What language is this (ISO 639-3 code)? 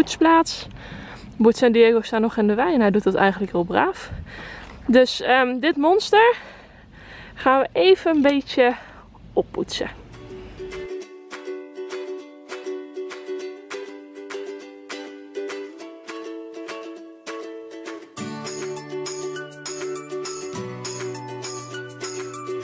nld